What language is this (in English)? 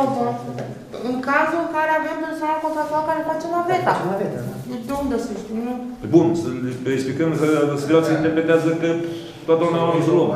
Romanian